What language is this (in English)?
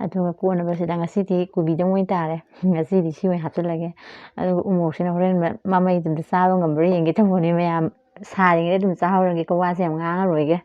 Manipuri